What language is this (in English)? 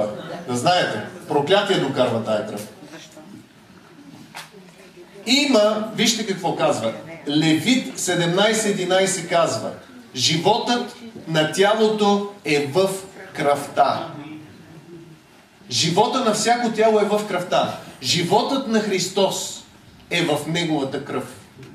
Bulgarian